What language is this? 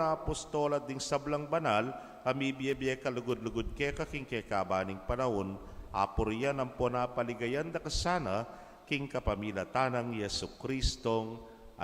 Pampanga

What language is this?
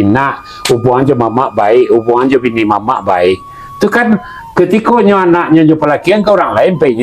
Minangkabau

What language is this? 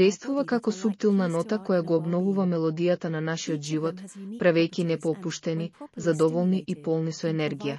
Macedonian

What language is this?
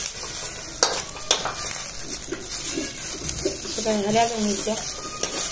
Marathi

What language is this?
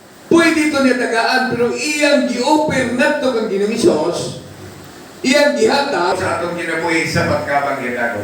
Cebuano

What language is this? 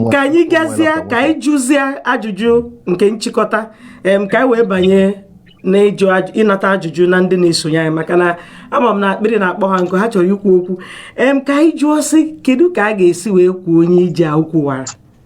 Igbo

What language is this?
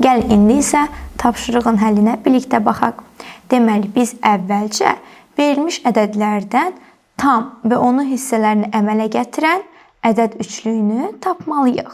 Azerbaijani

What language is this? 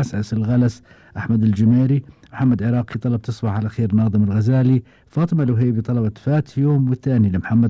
Gulf Arabic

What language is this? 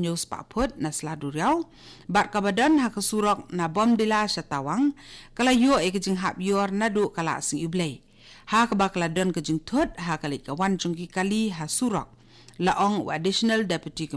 Khasi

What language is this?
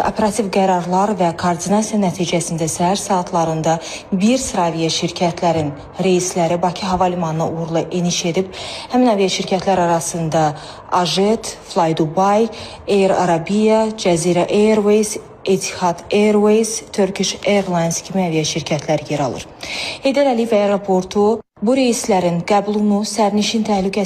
Azerbaijani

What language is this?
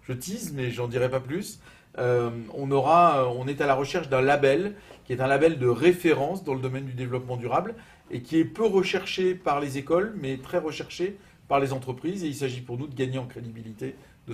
French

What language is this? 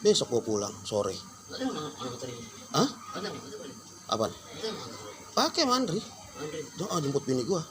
Betawi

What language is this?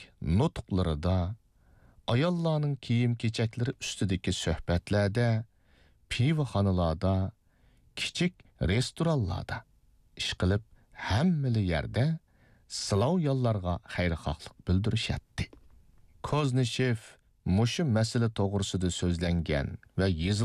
Uyghur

